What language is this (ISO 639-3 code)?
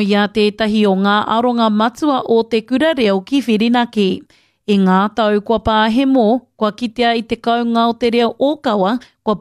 mri